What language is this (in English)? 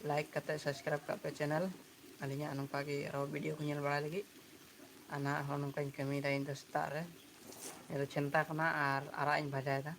Santali